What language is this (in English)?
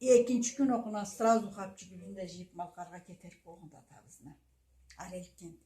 Karachay-Balkar